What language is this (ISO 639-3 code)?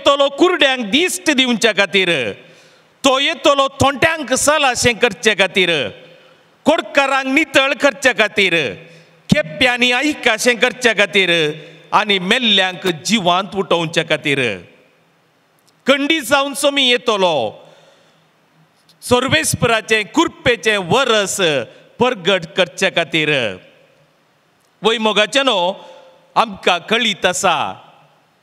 kok